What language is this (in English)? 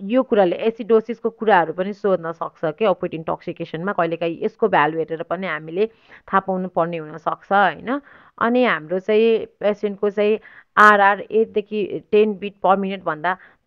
Nepali